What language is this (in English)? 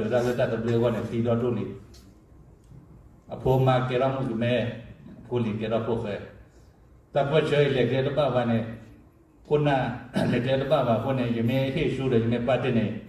S'gaw Karen